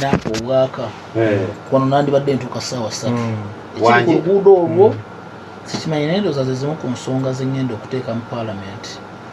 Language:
Ganda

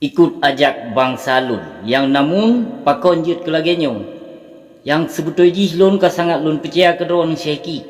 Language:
Achinese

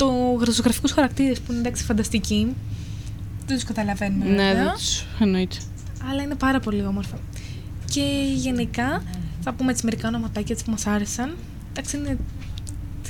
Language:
Greek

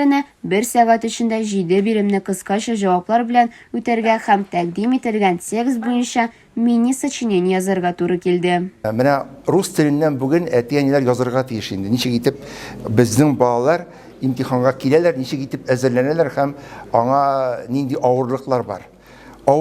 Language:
Tatar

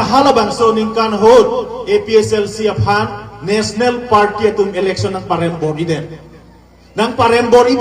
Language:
Karbi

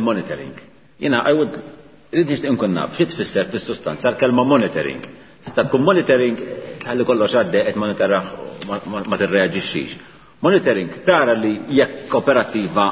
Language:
Maltese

